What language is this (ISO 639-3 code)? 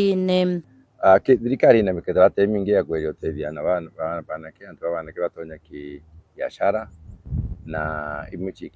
mer